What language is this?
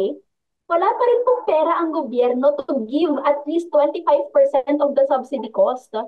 Filipino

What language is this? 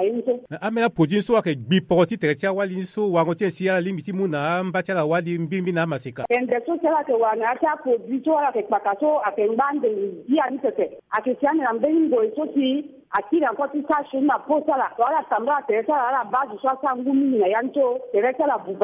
Sango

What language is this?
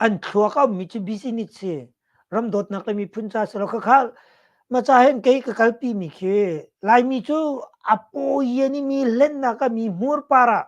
Hakha Chin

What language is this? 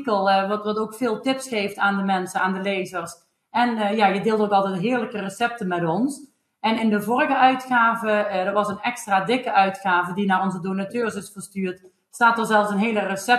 Dutch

